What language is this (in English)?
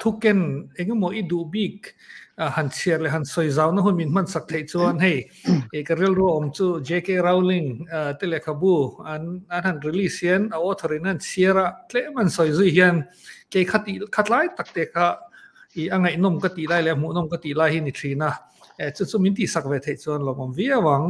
Mizo